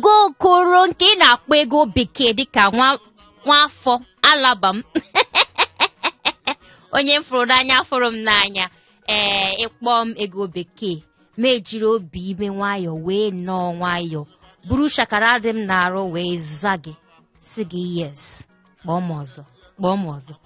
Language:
Igbo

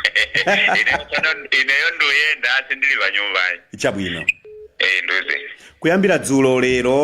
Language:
Nyanja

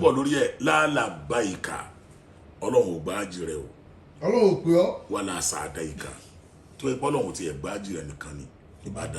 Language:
Yoruba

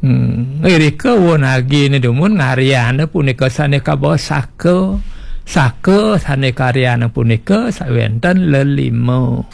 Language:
Balinese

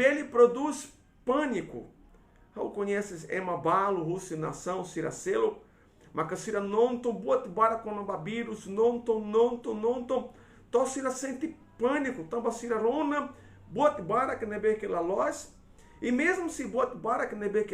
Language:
Tetum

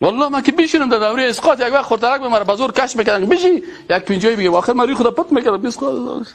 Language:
Persian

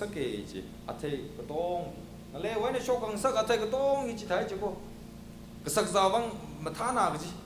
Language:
Tangkhul Naga (India)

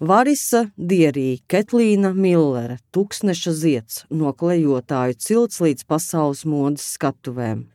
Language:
Latvian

